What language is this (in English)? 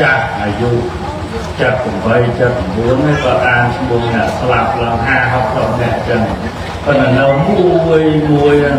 Khmer